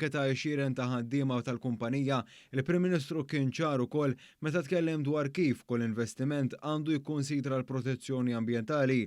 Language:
Maltese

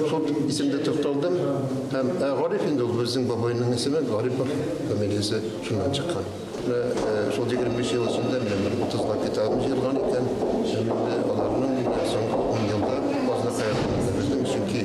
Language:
Tatar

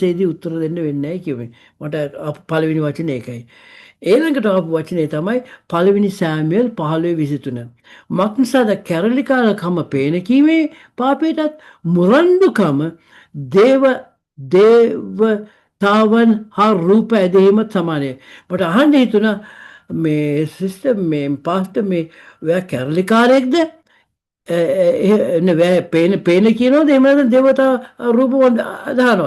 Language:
Sinhala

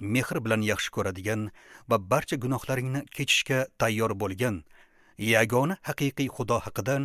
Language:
Uzbek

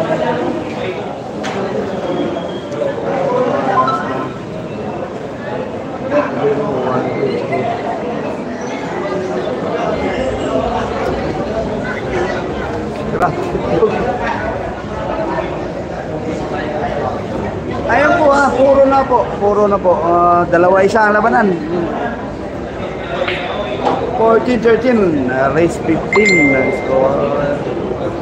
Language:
Filipino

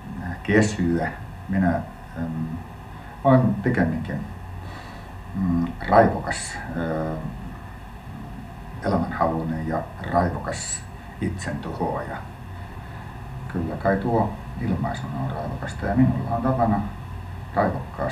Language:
Finnish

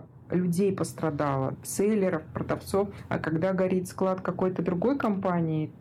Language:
Russian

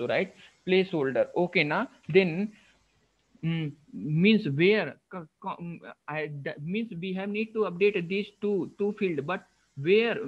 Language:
English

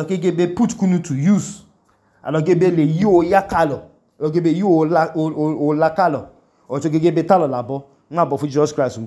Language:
Idoma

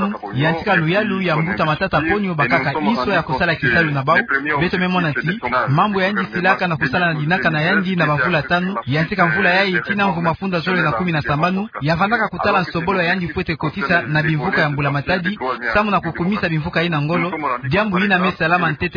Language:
Kituba (Democratic Republic of Congo)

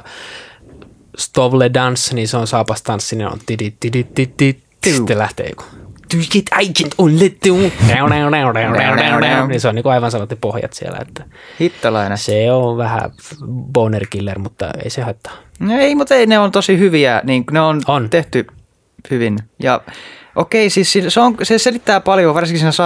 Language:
Finnish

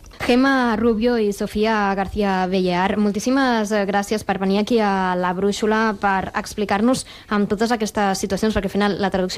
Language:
Catalan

